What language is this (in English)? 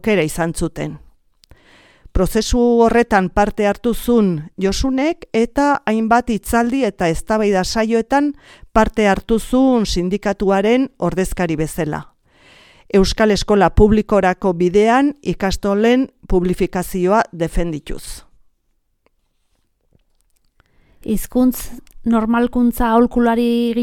Basque